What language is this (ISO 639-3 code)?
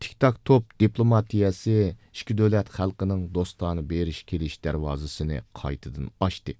uig